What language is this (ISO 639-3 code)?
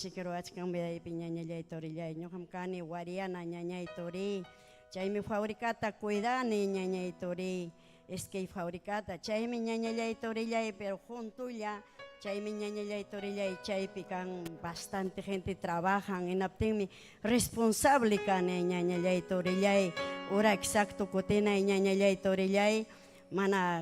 quy